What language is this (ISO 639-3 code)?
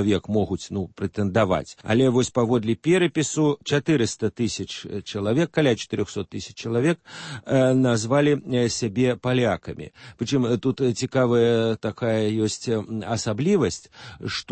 bel